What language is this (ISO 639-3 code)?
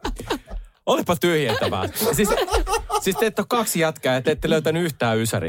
fin